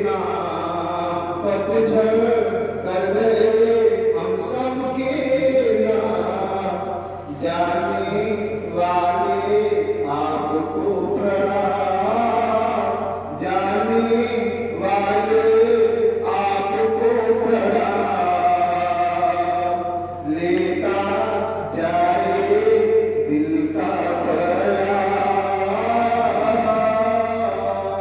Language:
Hindi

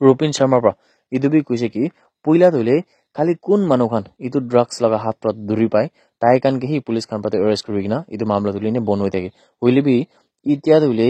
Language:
Naga Pidgin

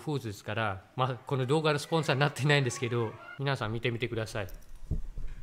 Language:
Japanese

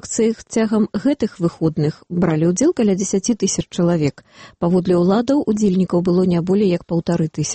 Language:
Belarusian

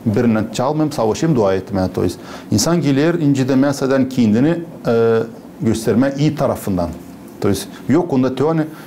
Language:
Gagauz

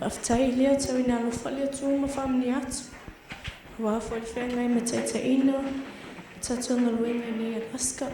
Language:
Samoan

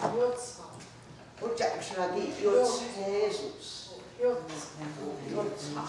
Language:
Mohawk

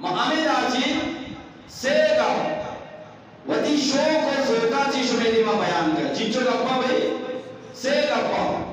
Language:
Eastern Balochi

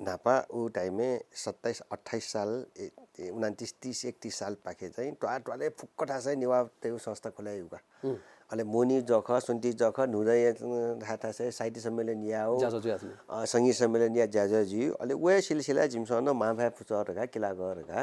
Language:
Newari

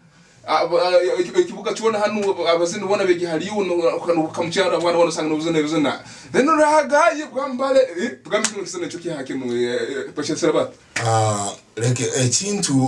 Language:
Tooro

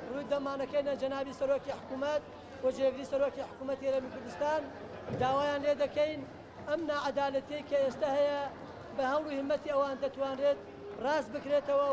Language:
Central Kurdish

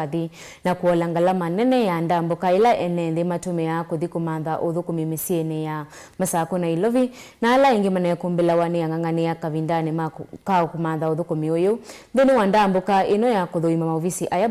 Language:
Kamba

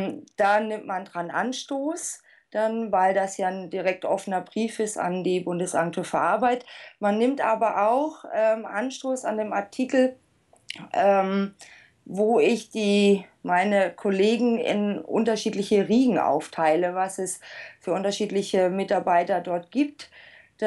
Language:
German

